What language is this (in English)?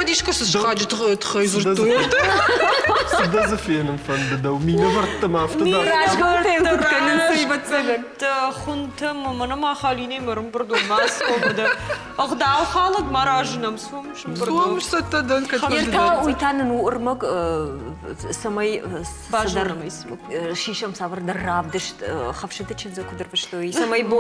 Ossetic